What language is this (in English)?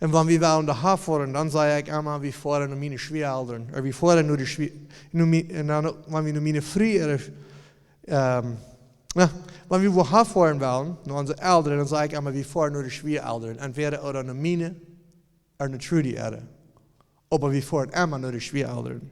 Plautdietsch